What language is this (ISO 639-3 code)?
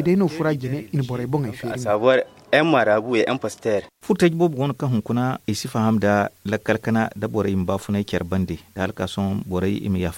dje